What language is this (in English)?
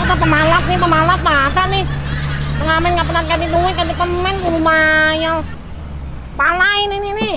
Banjar